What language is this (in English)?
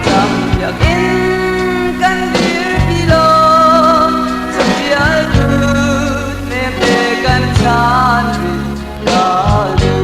Hakha Chin